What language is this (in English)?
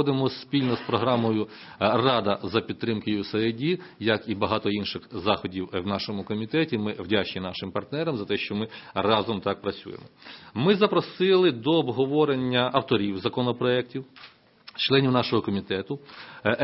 Ukrainian